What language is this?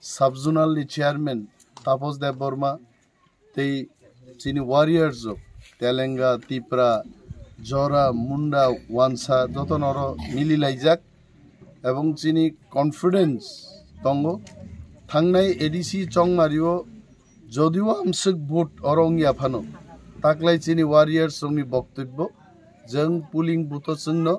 Kok Borok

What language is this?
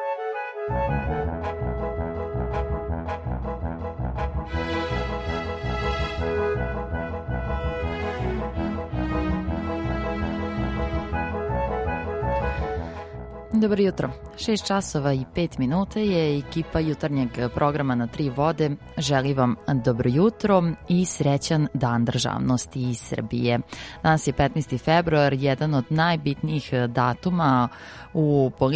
Serbian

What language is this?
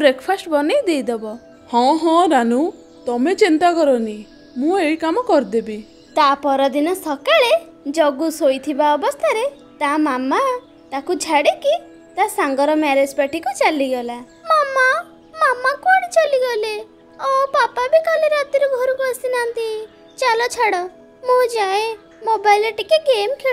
Odia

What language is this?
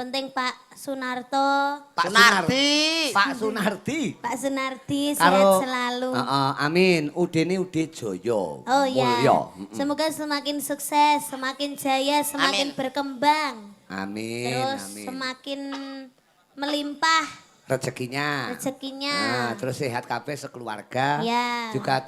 Javanese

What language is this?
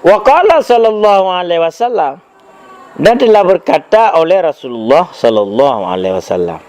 Achinese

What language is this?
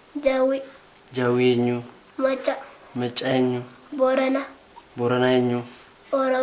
Oromo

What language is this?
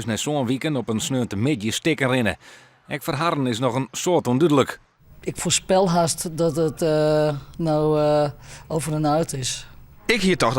Western Frisian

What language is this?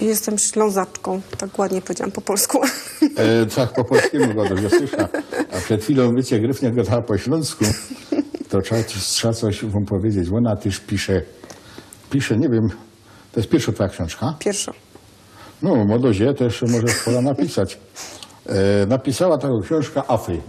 Silesian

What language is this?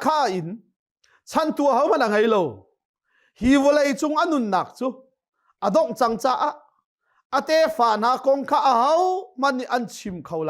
Hakha Chin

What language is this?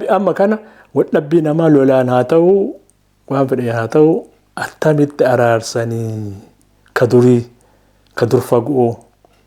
Oromo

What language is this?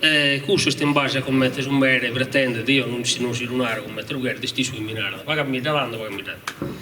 Sardinian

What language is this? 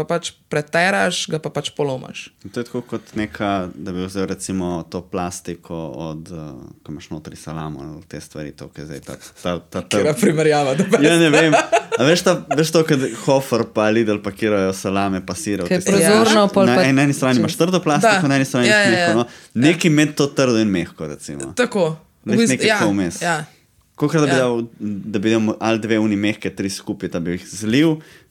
Slovenian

